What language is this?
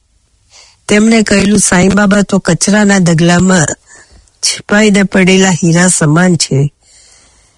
Gujarati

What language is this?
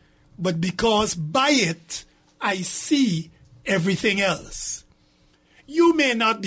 English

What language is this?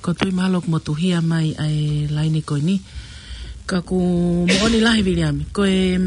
Tongan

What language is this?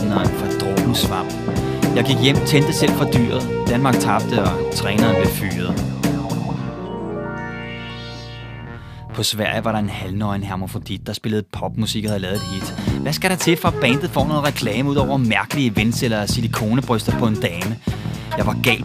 Danish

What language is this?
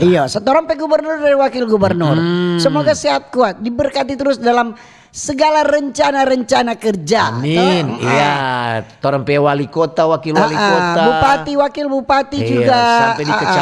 Manado Malay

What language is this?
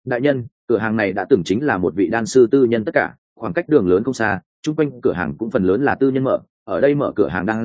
Vietnamese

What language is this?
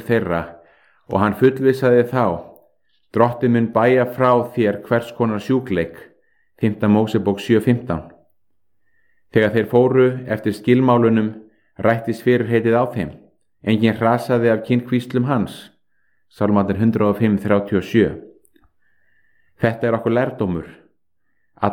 Icelandic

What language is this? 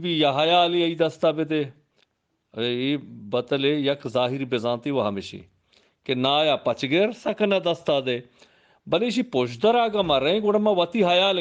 Eastern Balochi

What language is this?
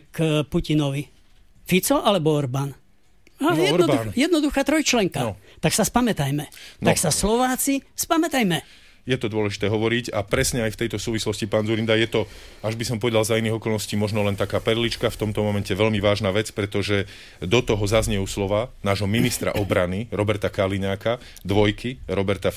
Slovak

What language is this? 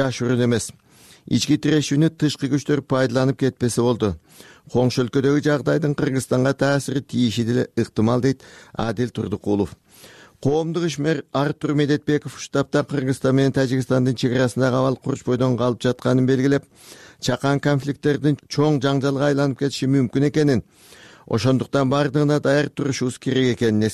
Kyrgyz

